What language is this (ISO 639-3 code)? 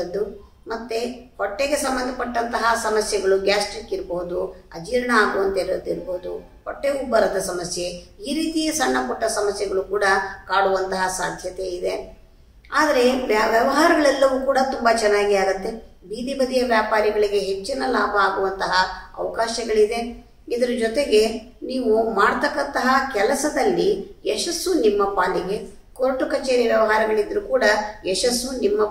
kan